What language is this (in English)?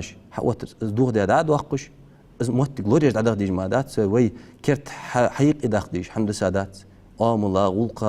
Ingush